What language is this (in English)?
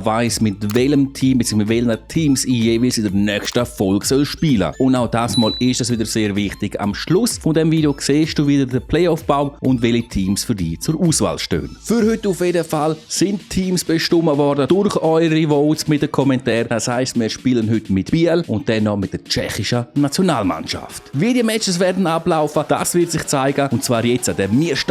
Swiss German